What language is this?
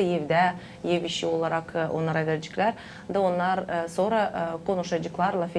Gagauz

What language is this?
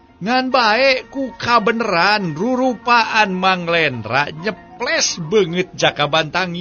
Sundanese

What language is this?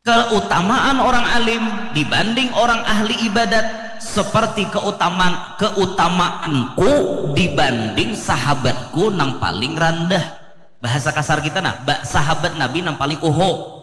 Banjar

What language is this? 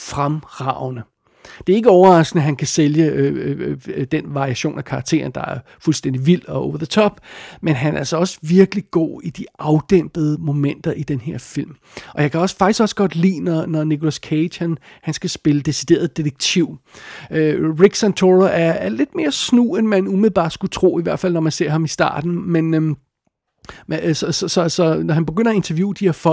Danish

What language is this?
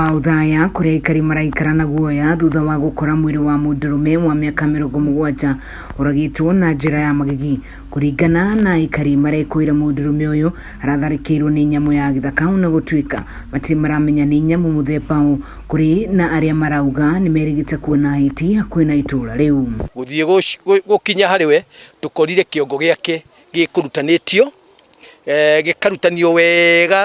Kikuyu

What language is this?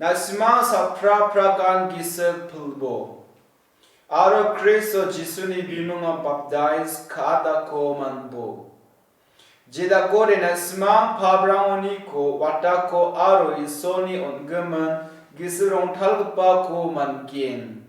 Garo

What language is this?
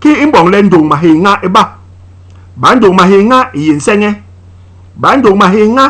Basaa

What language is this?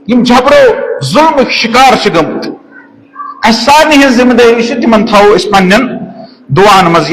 Kashmiri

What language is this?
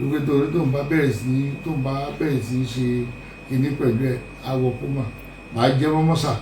Yoruba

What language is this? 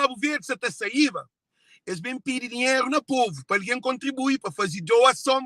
Kabuverdianu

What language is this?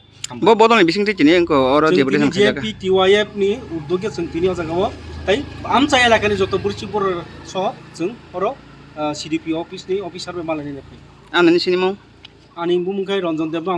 Kok Borok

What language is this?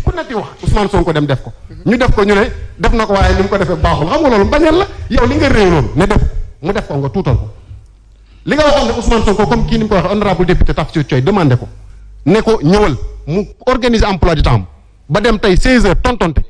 Wolof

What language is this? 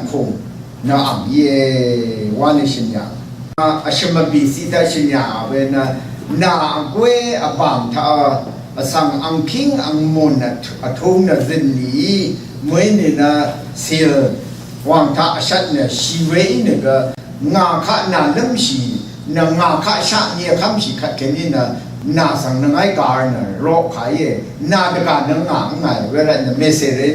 Rawang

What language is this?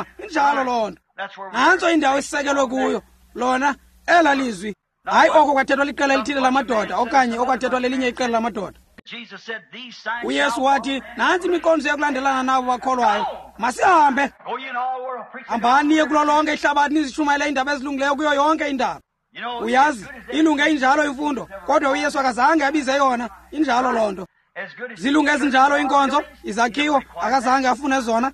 Xhosa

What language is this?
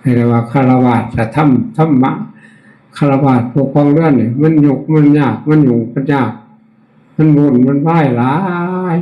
Northeastern Thai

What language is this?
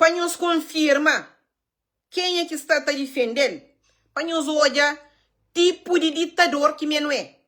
Kabuverdianu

